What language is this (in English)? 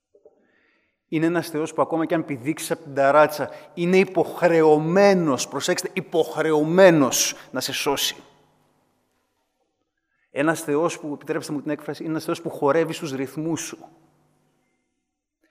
Greek